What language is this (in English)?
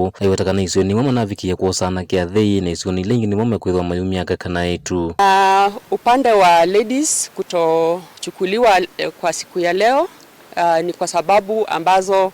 Kamba